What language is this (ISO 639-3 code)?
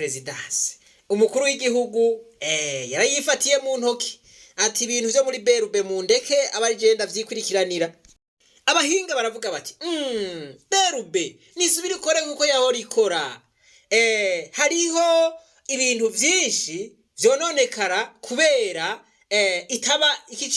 run